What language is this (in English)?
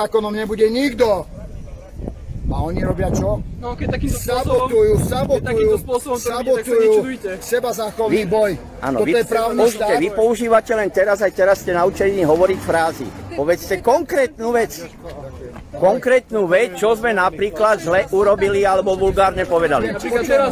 Slovak